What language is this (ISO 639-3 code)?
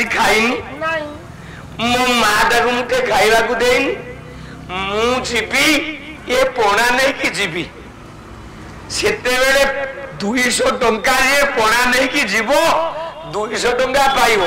ori